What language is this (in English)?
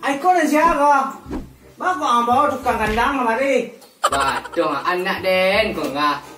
Minangkabau